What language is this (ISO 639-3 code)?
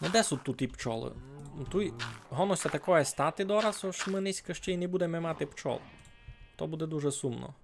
rue